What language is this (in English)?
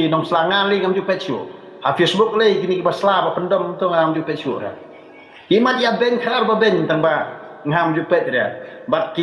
Khasi